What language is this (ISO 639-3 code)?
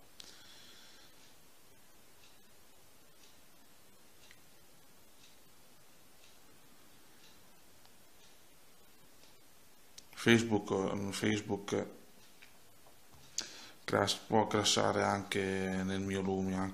ita